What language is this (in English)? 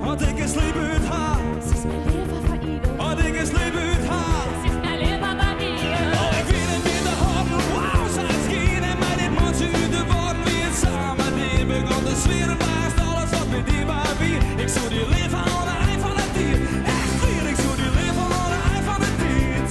Western Frisian